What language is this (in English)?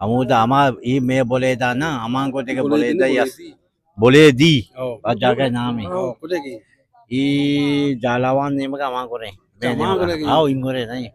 Eastern Balochi